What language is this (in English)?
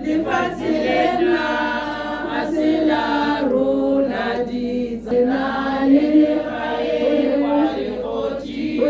Tswana